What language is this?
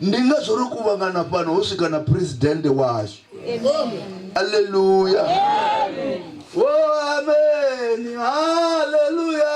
Venda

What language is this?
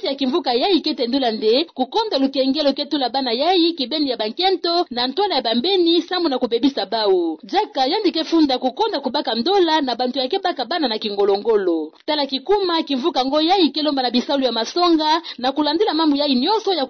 Kituba (Democratic Republic of Congo)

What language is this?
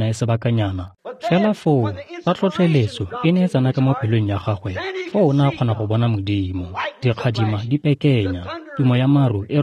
Tswana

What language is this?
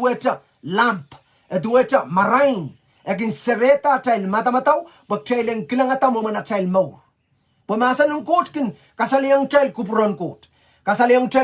Pohnpeian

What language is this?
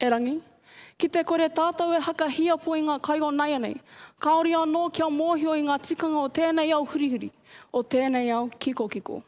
Māori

